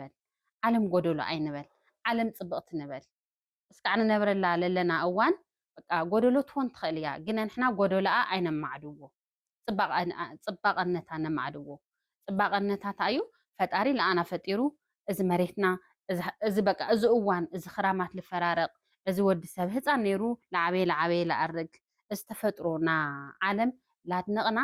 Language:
Tigrinya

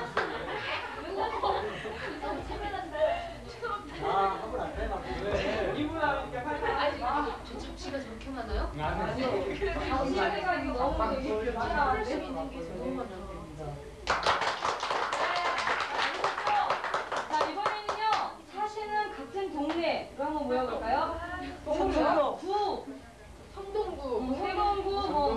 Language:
Korean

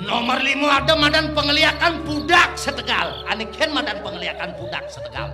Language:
Balinese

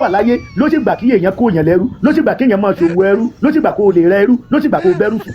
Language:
Yoruba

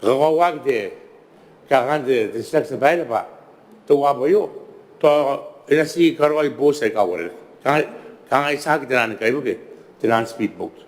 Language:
Gilbertese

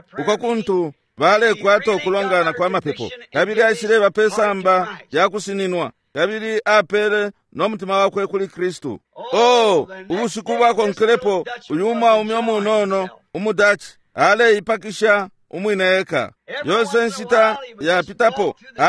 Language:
Bemba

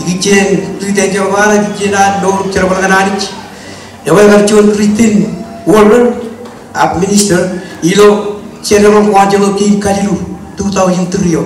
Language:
Marshallese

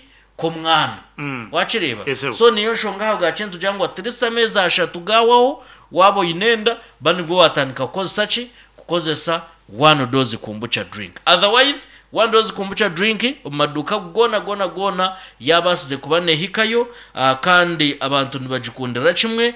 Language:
Nyankole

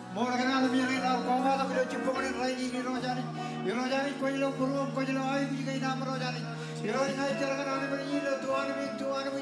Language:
Marshallese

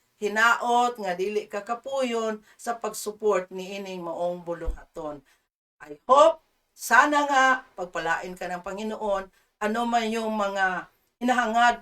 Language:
Cebuano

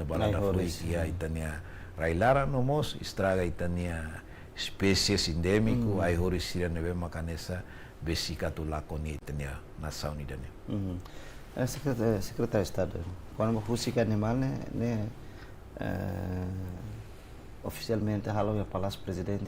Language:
Tetum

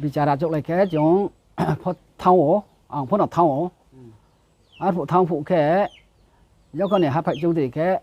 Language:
Riang (India)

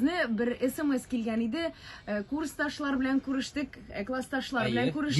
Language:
Tatar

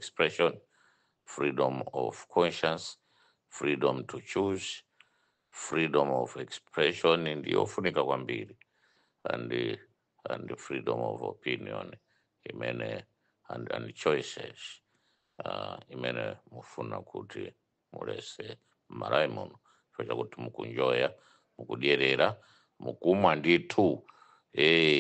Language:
Nyanja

